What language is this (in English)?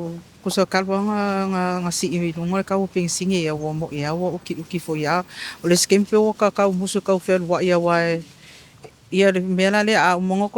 Samoan